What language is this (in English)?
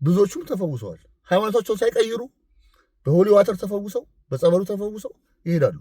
Amharic